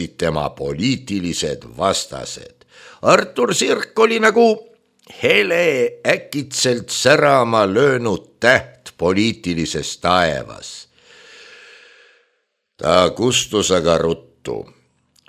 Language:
Estonian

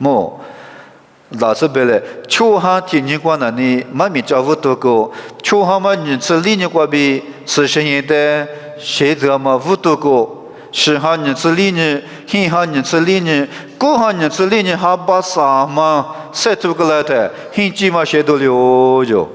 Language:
Lisu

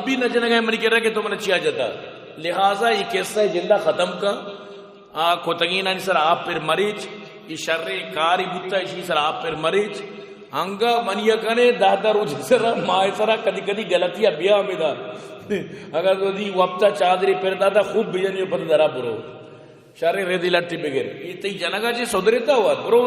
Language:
Baluchi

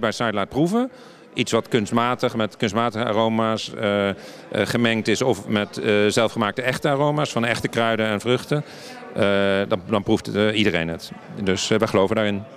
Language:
Dutch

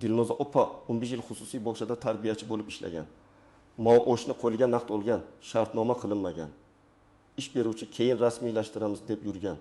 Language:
Uzbek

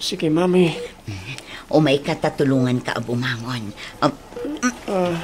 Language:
Iloko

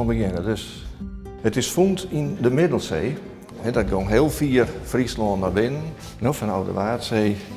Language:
Western Frisian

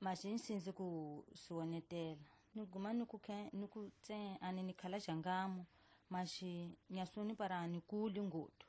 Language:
Tsonga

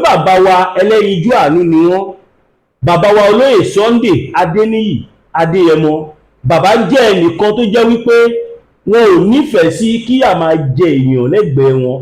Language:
Yoruba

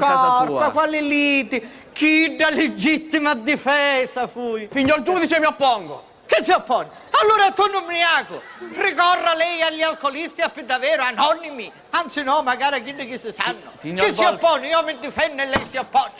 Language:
Sicilian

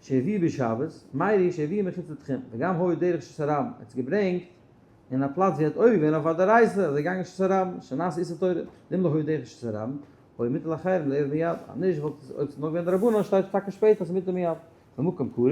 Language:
Yiddish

